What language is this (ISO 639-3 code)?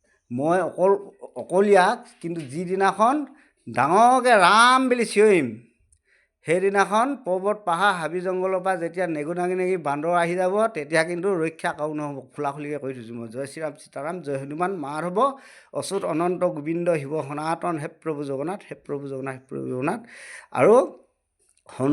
asm